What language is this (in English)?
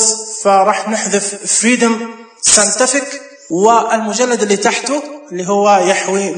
Najdi Arabic